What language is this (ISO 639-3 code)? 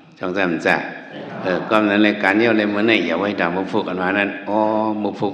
shn